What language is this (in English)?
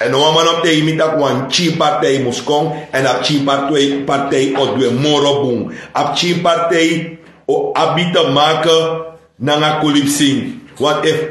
Sranan Tongo